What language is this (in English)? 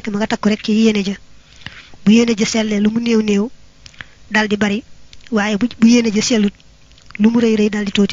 Wolof